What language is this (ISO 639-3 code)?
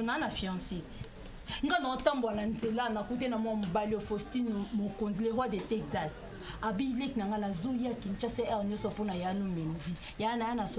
lin